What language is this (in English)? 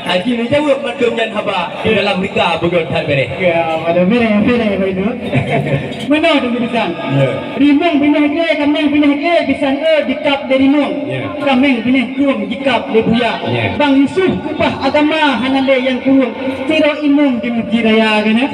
Achinese